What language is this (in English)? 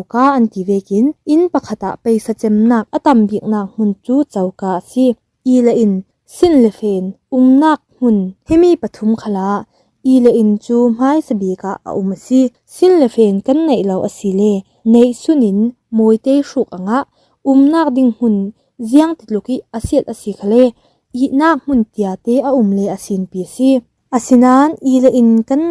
Falam Chin